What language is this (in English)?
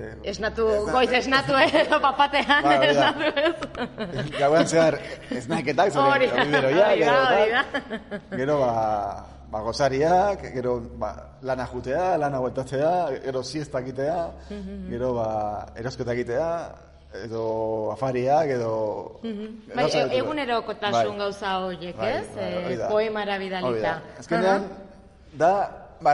Basque